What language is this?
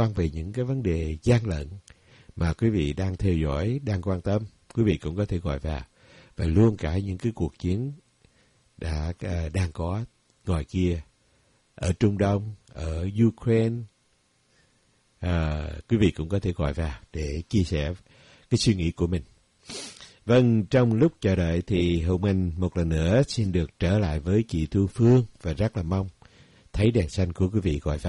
Vietnamese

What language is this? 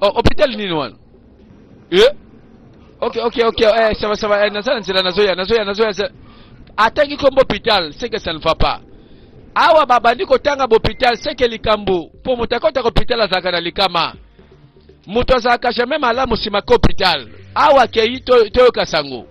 Lingala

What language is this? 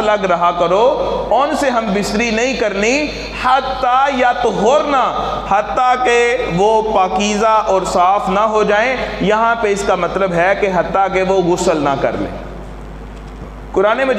Urdu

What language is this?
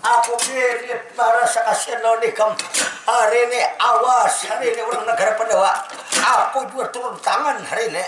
Banjar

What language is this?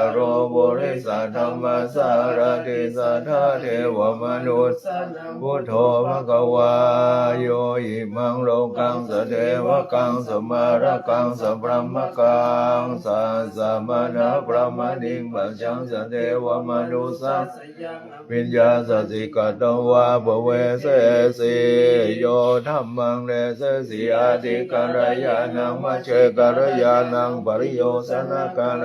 Pali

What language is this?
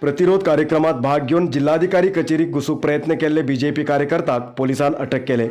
Konkani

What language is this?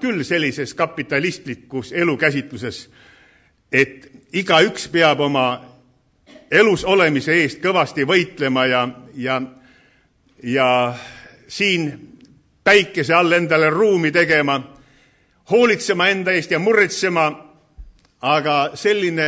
Estonian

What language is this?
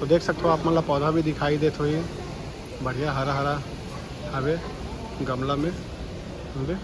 Chhattisgarhi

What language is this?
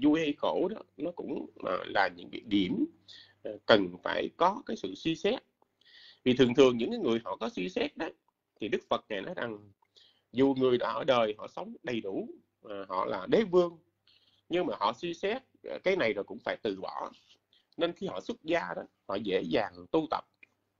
Vietnamese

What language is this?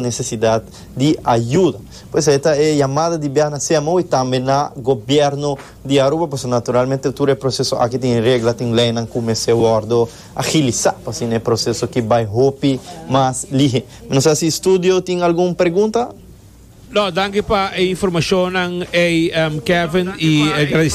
Papiamento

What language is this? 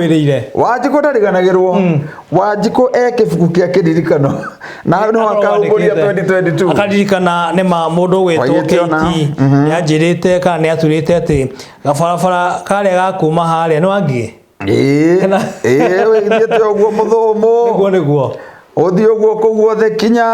Kikuyu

